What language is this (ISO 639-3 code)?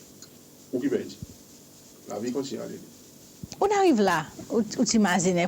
crs